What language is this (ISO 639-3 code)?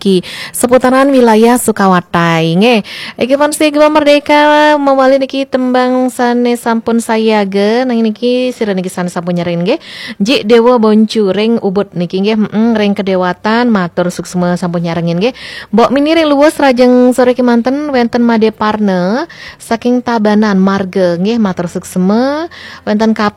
ban